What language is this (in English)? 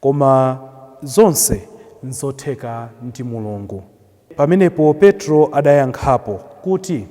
Nyanja